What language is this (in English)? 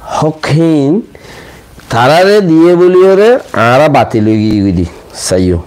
Rohingya